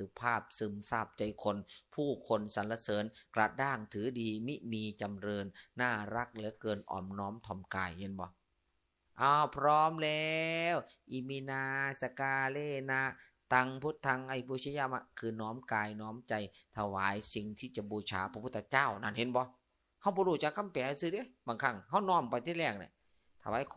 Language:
Northeastern Thai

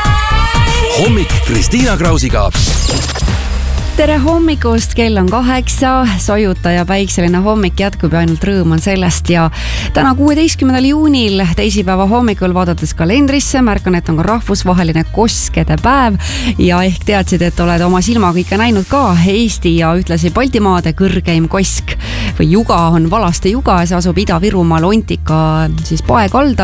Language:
Estonian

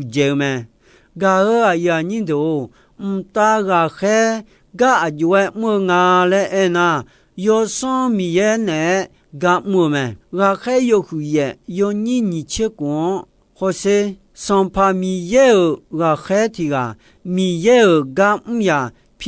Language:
Akha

